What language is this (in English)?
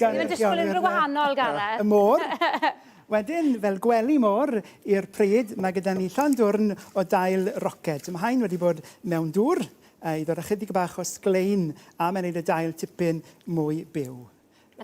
Welsh